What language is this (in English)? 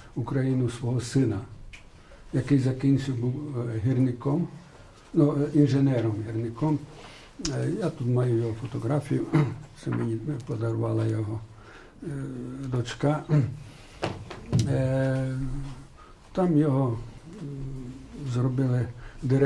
Ukrainian